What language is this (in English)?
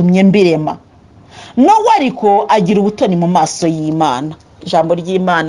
Kinyarwanda